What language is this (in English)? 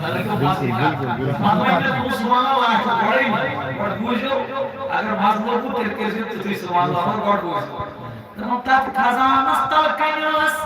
Kashmiri